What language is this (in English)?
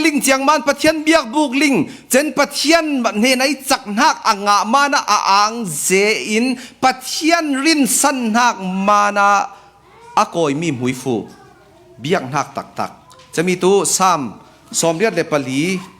Falam Chin